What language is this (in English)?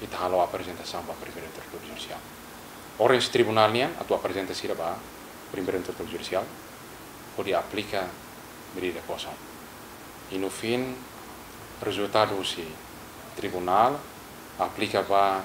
Tetum